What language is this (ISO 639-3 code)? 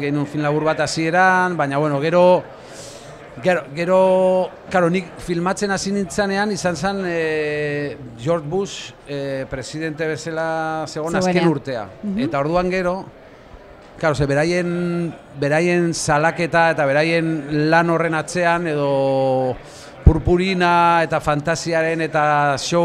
eus